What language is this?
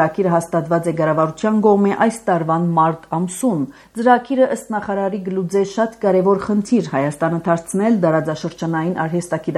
Armenian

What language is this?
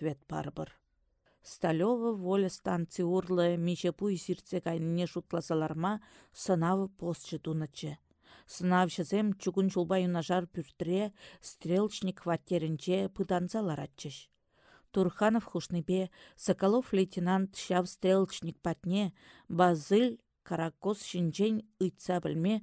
Chuvash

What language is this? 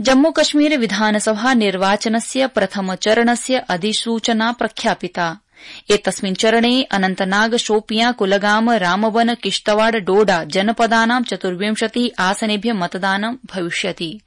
Sanskrit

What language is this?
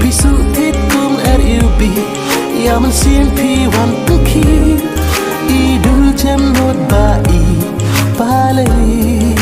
Khasi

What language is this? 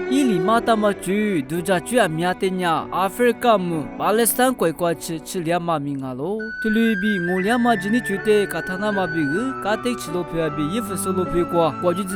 Lisu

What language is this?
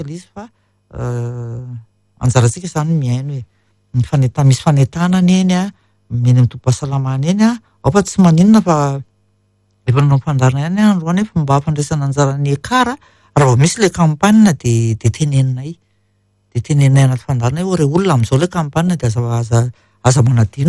Malagasy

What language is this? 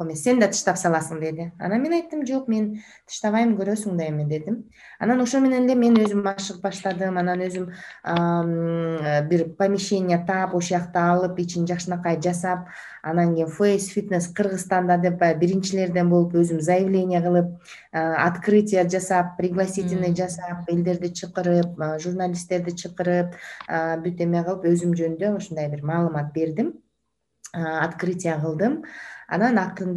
Kyrgyz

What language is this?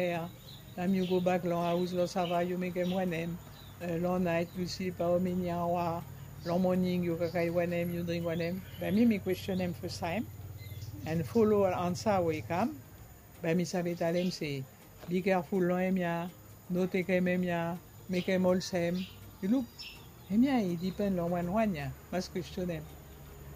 Bislama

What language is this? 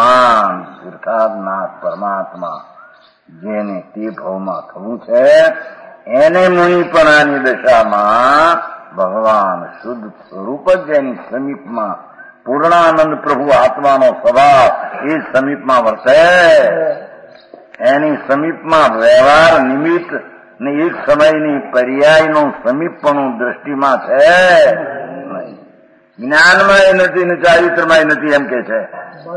Gujarati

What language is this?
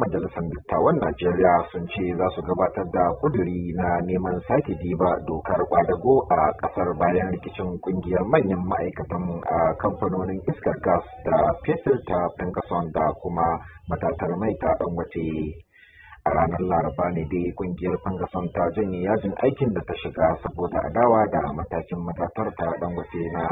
Hausa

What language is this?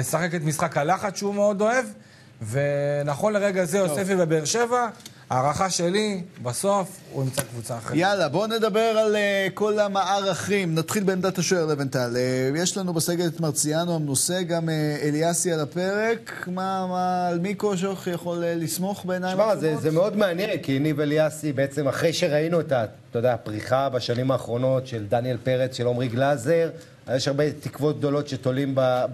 Hebrew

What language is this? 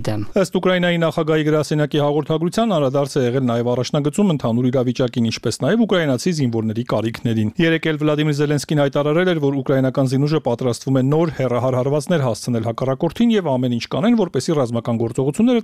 Armenian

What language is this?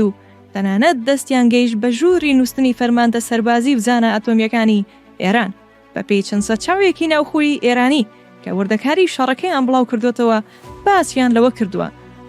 Central Kurdish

